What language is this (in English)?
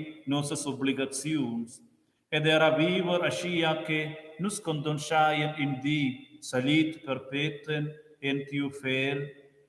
Romansh